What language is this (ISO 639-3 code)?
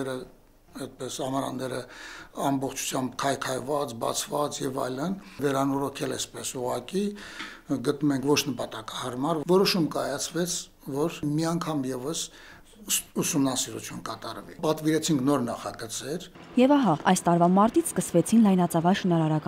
hye